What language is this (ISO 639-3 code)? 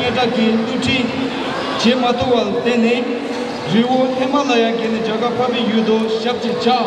bod